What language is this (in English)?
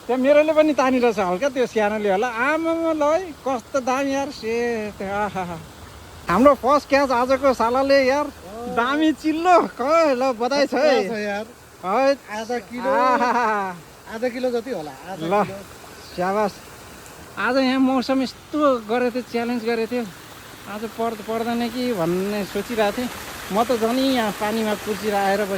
Nepali